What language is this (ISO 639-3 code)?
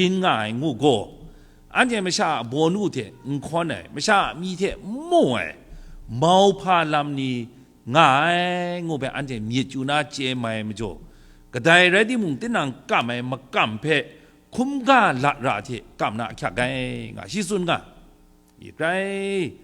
kac